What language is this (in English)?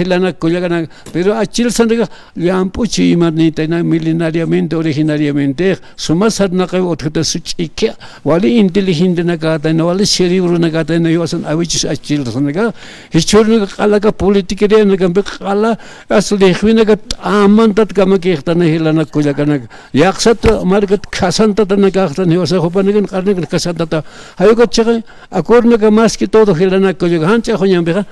Aymara